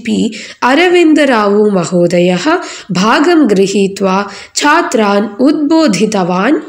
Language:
Sanskrit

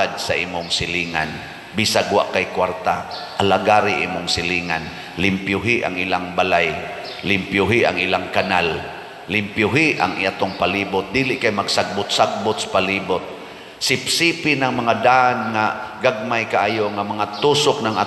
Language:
Cebuano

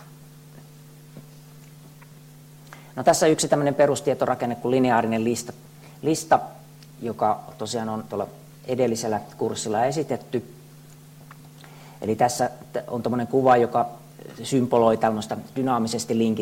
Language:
Finnish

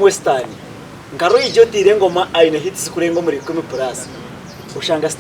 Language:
Nyankole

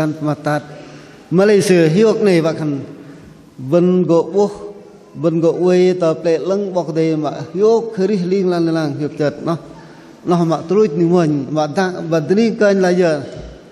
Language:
Bahnar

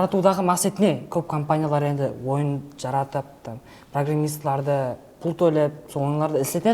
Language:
Kara-Kalpak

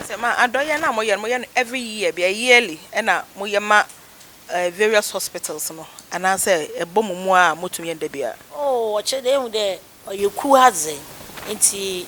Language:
Akan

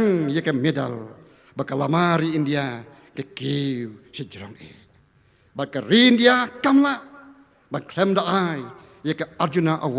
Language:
Khasi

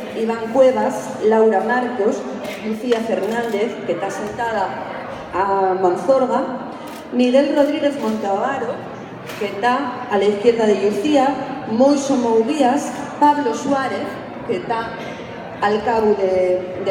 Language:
Asturian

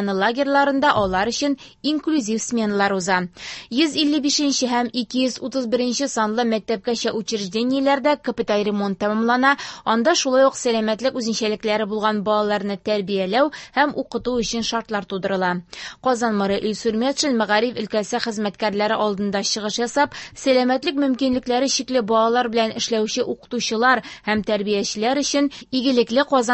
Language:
Tatar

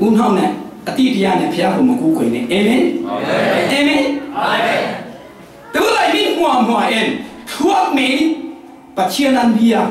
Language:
Falam Chin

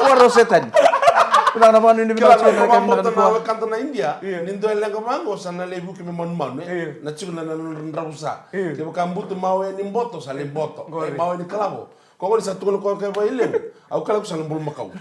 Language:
Fijian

